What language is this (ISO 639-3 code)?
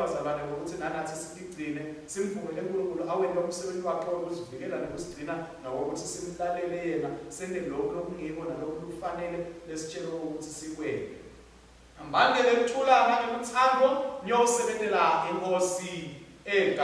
ssw